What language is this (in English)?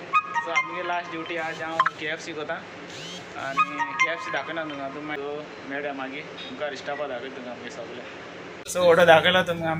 Konkani